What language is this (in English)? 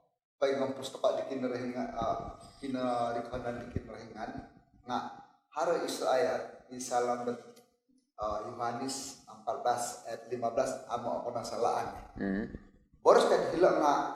Central Dusun